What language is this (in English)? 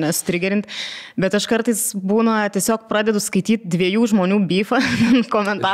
Lithuanian